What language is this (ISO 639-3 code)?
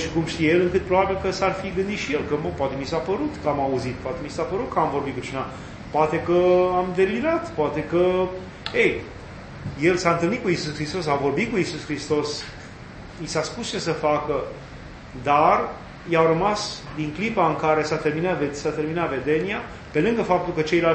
ron